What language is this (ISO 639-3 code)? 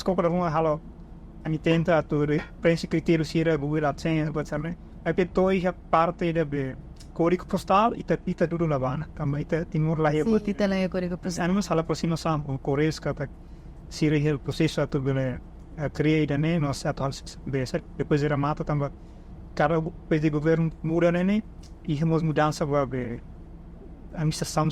tet